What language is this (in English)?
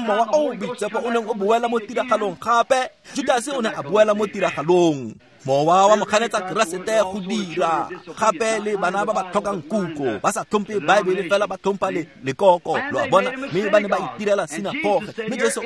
Tswana